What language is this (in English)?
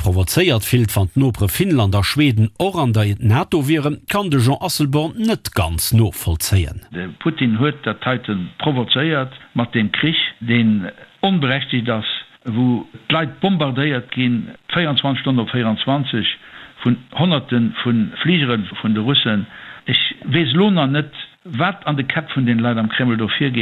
Luxembourgish